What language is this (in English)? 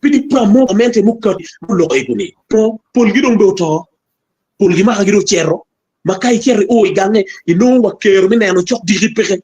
Acoli